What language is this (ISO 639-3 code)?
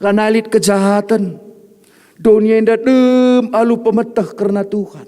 btx